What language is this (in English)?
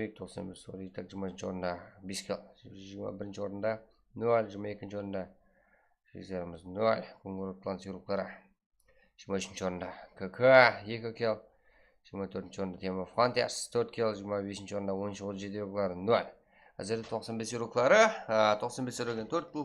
Kara-Kalpak